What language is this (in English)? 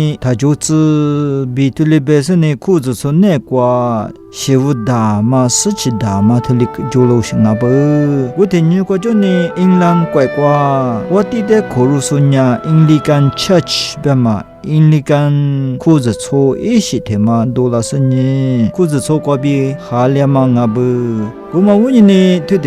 Lisu